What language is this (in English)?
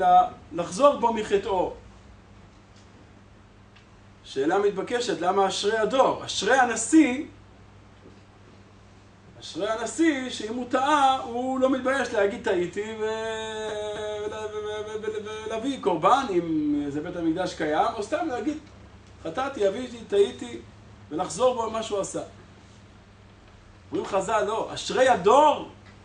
Hebrew